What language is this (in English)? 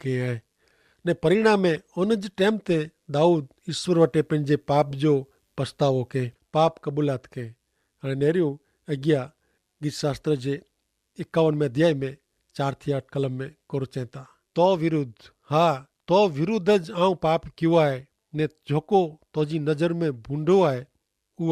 Kachhi